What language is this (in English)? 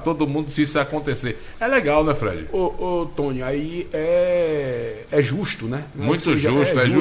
Portuguese